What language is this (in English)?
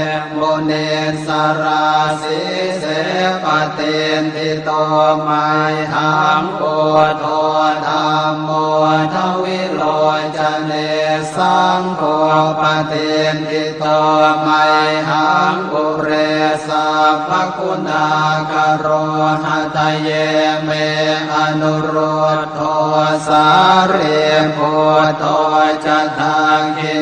Pali